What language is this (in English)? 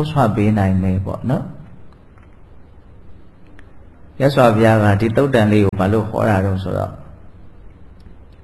Burmese